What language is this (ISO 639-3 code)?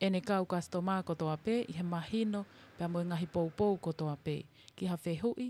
ton